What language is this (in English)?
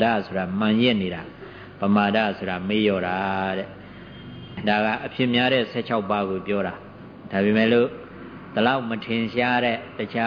Burmese